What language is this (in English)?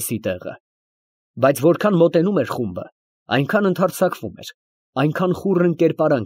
Armenian